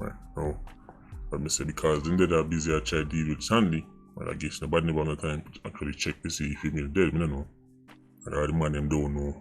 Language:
Jamaican Creole English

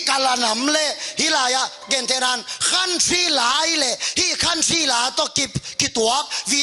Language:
Tedim Chin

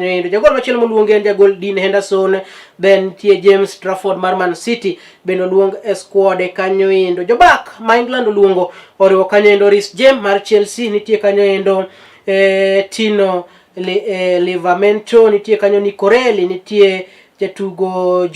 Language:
Luo (Kenya and Tanzania)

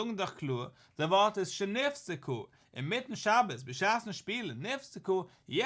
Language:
Yiddish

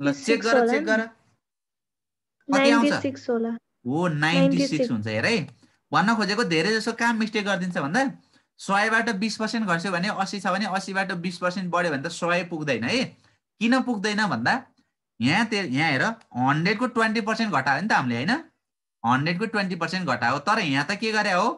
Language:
Nepali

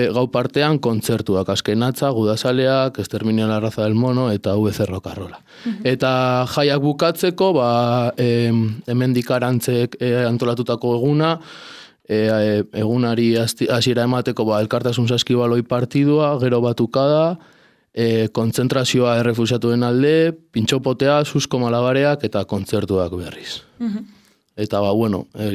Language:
Basque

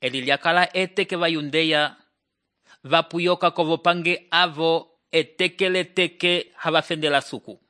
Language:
Umbundu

